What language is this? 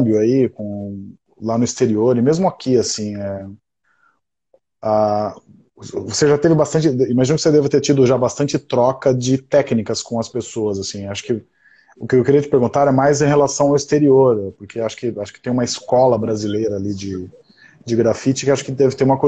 Portuguese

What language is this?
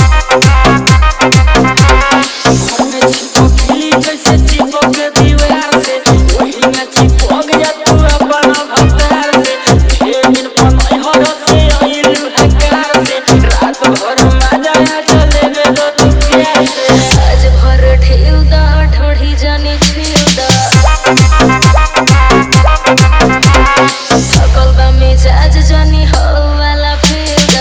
Bhojpuri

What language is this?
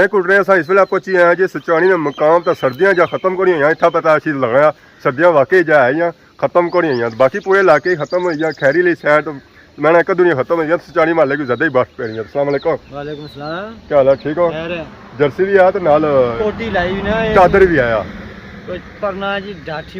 Pahari-Potwari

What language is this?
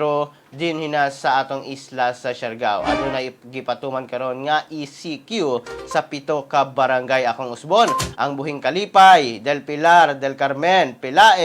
Cebuano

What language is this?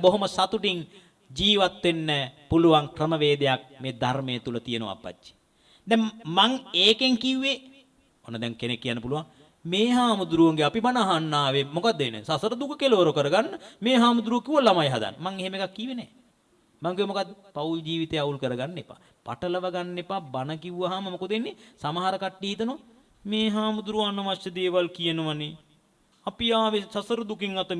Sinhala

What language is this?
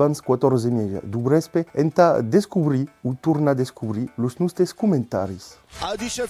Occitan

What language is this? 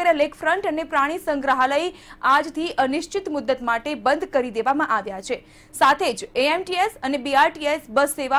Gujarati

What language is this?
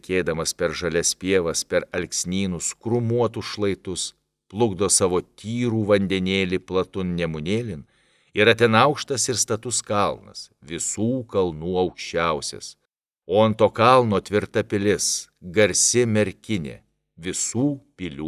Lithuanian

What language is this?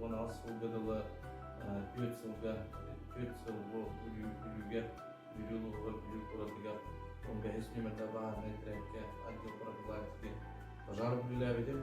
Yakut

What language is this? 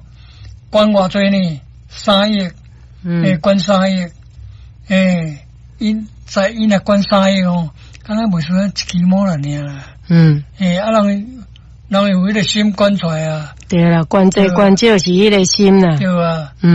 Min Nan Chinese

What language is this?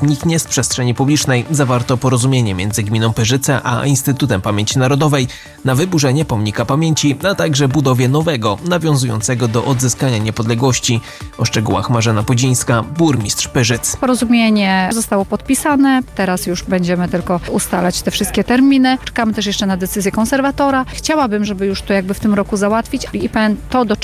Polish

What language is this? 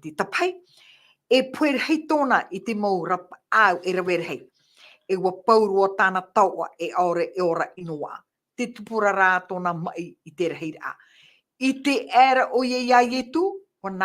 Tahitian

